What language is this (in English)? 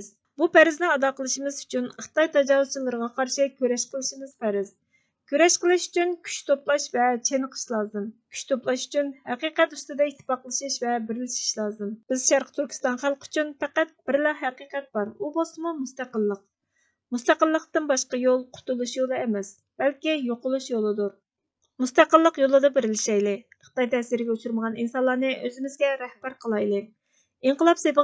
Uyghur